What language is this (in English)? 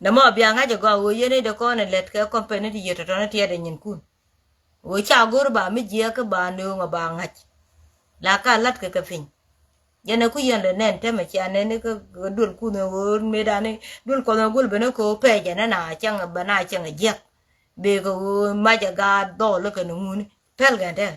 Nuer